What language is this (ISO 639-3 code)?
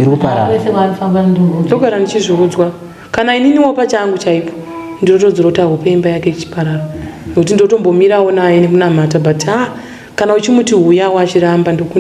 sna